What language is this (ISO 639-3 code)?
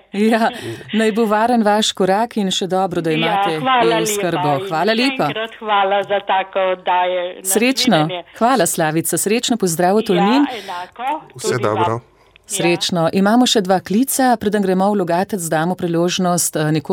slv